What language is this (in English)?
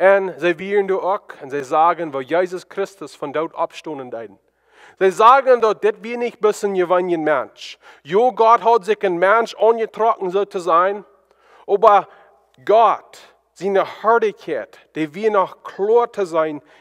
Plautdietsch